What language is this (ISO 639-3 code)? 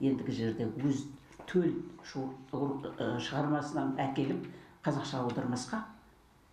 kaz